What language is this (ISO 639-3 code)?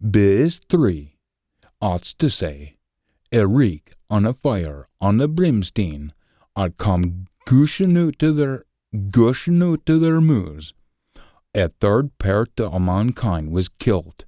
sco